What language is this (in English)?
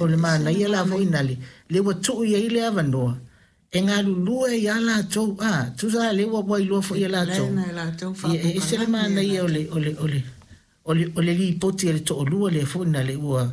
Samoan